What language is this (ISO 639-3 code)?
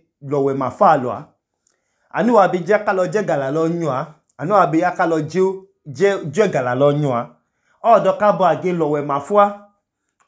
idu